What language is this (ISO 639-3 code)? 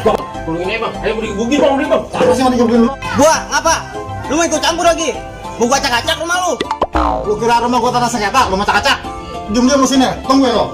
bew